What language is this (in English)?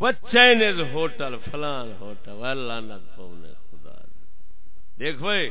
Saraiki